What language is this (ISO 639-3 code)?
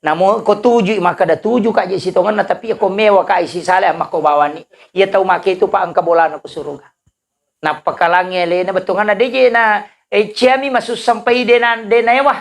bug